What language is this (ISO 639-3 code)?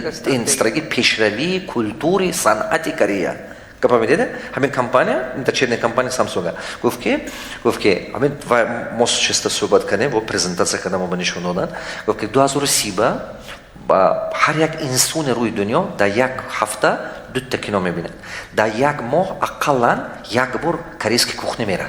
tgk